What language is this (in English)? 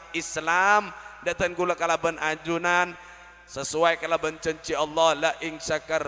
Madurese